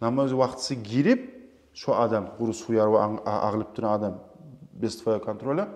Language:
Kumyk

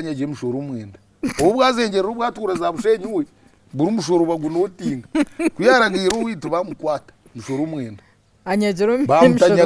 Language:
Nyankole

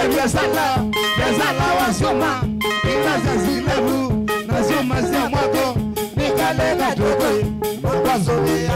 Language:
Kamba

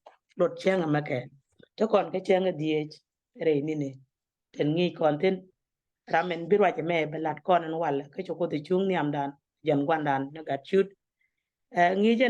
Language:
Nuer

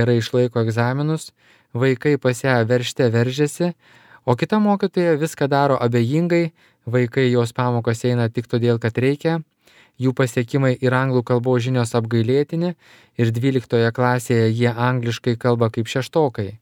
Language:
Lithuanian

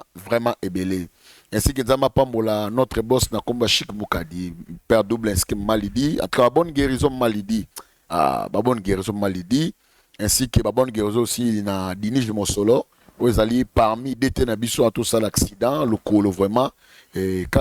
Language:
Lingala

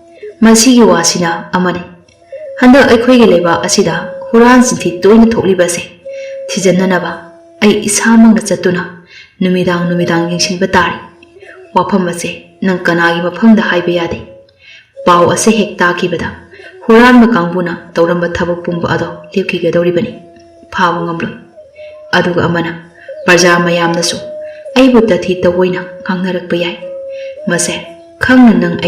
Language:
Manipuri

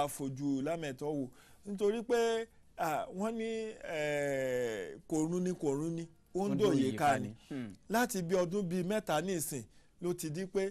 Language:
Yoruba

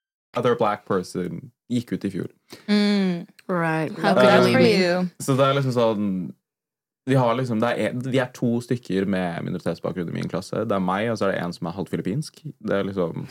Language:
Norwegian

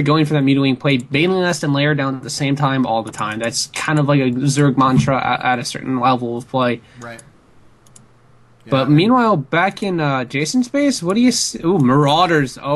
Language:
English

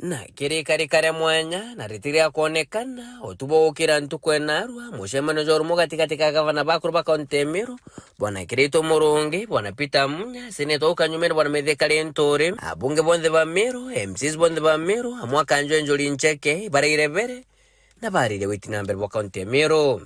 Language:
Meru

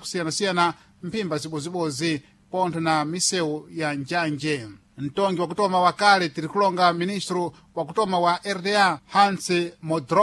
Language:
Sena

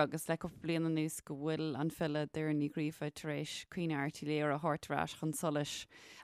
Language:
Irish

